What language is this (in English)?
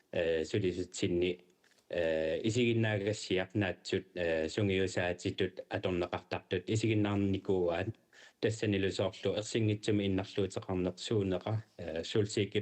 Kalaallisut